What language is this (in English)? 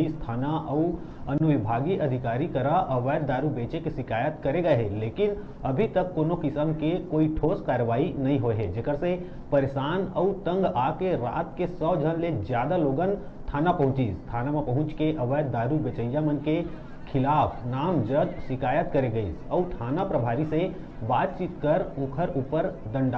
Chhattisgarhi